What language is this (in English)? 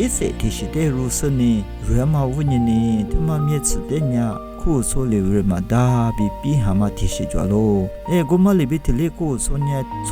Lisu